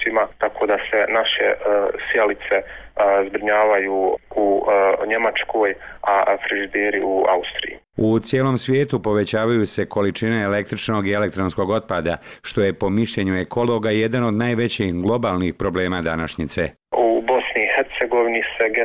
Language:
Bosnian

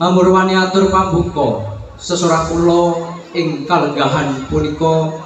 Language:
Javanese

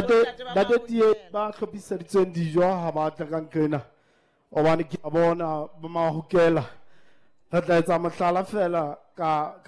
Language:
Southern Sotho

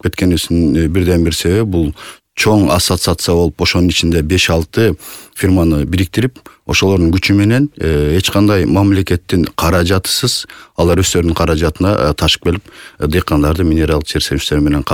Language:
Kyrgyz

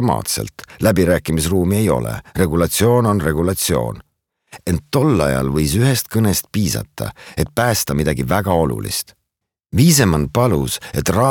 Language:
Estonian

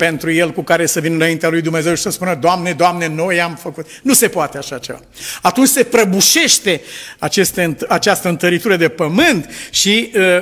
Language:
Romanian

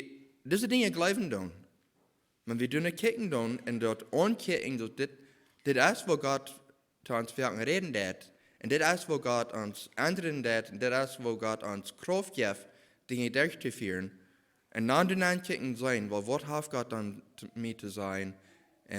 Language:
Plautdietsch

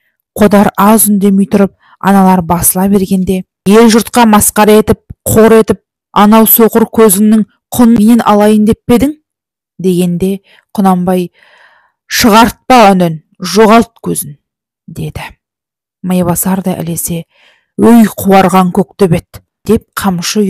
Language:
Kazakh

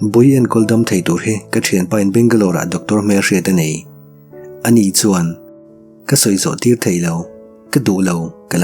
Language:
Mizo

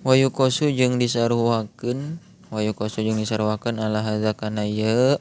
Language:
Sundanese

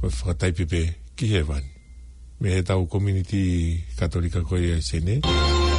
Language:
Tongan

